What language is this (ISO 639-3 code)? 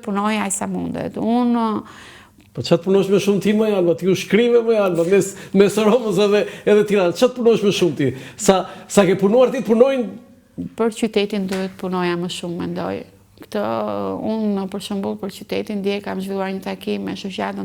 sqi